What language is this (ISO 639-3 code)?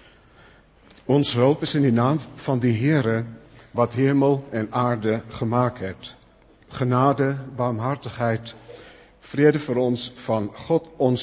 afr